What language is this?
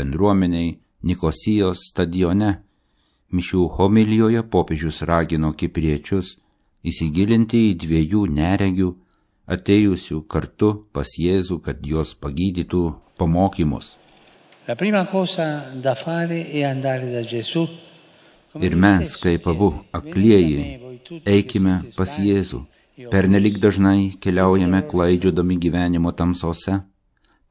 Lithuanian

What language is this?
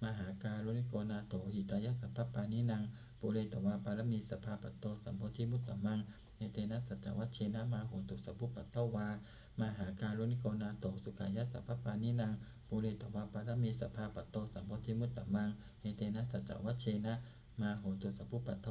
Pali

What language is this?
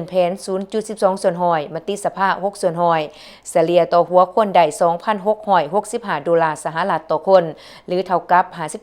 Lao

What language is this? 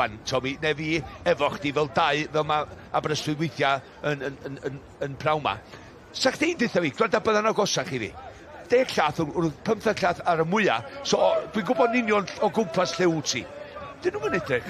Welsh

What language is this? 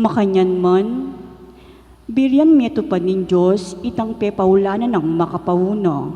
Pampanga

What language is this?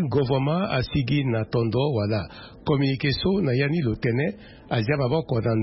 Sango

